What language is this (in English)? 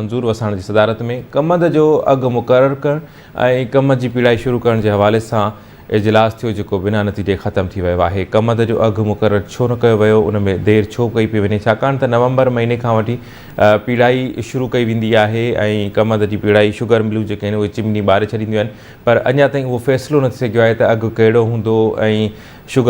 Sindhi